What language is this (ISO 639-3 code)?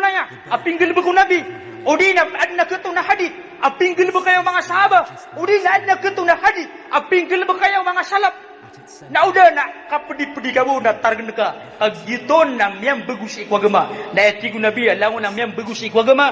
mrw